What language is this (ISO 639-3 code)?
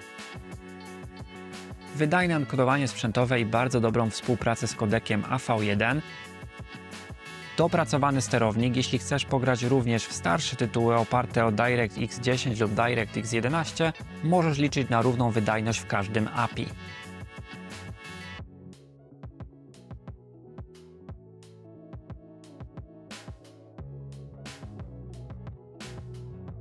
pol